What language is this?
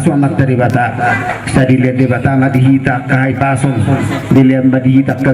Batak Toba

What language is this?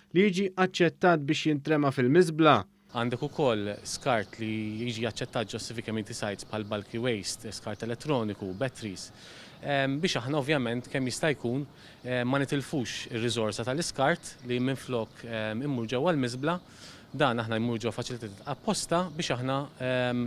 Maltese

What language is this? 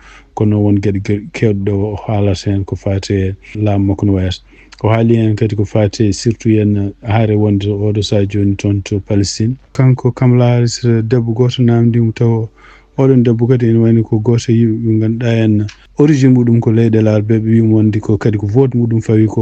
Fula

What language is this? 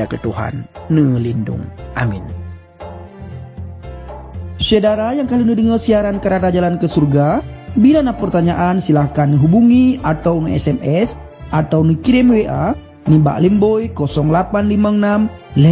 Achinese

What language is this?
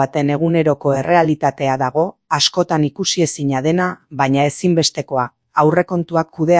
Basque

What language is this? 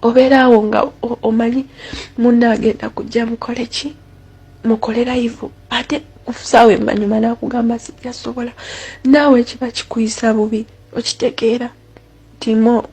Ganda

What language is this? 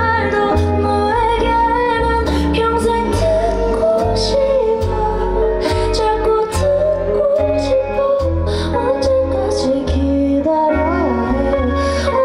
Korean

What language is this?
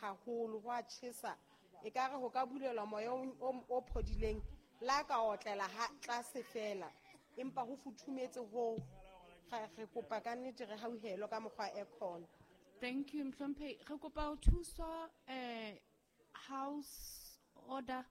Southern Sotho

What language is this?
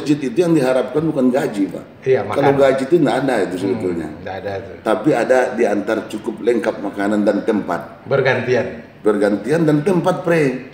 Indonesian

